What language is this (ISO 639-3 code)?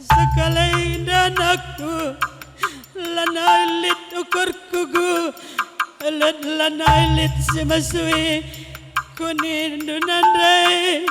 btx